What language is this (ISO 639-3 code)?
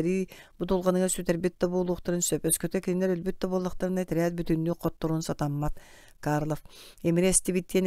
sah